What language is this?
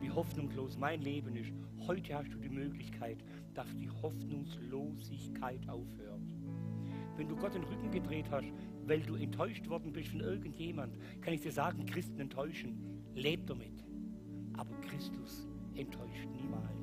Swiss German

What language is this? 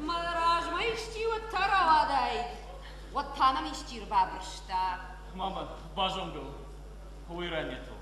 Ossetic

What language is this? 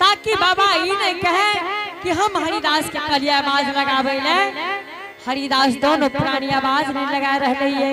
Angika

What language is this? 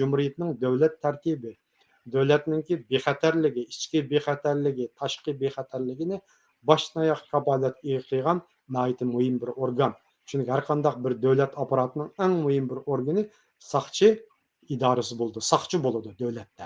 Uyghur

